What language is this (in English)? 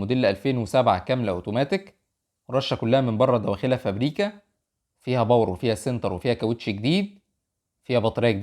Egyptian Arabic